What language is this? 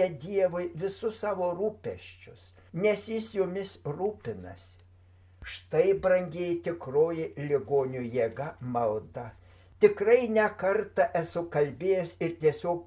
Lithuanian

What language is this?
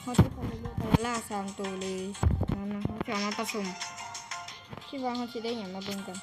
Lao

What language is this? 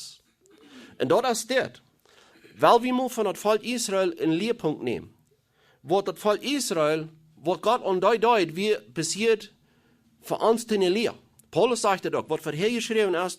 Plautdietsch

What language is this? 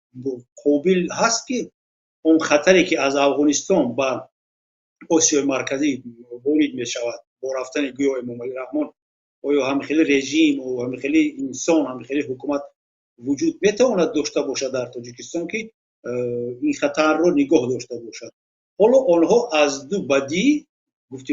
Tajik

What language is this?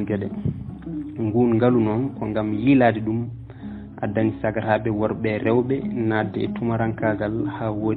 Fula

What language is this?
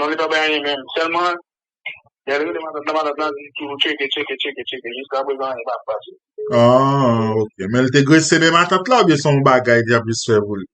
Haitian Creole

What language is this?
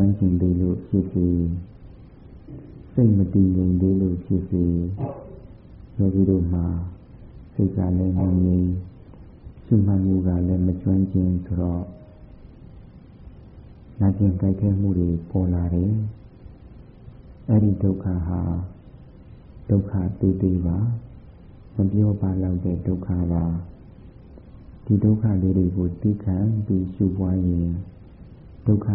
Burmese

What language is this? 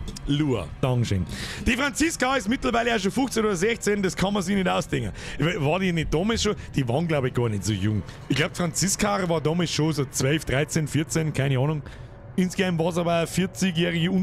Bavarian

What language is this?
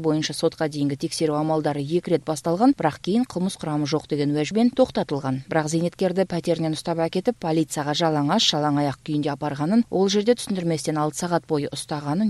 Kazakh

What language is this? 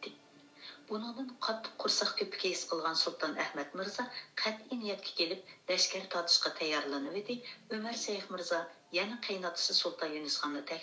Uyghur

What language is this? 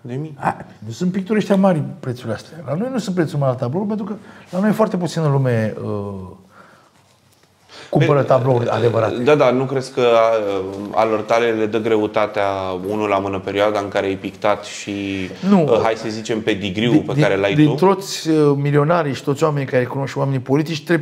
Romanian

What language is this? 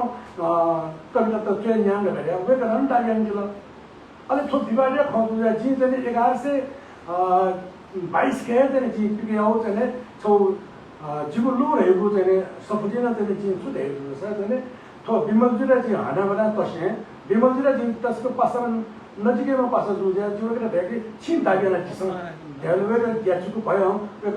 Newari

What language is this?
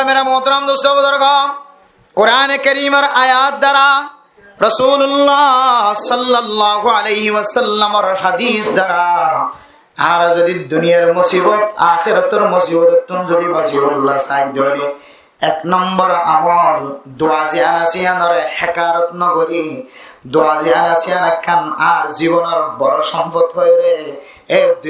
Rohingya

